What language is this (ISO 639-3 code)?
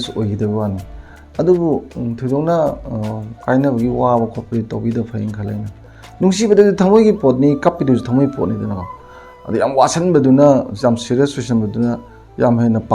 mni